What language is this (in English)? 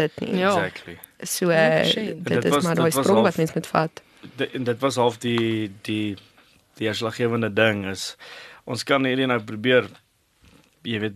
Afrikaans